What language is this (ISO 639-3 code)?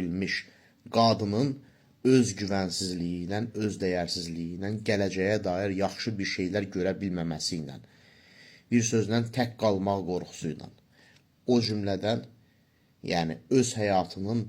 aze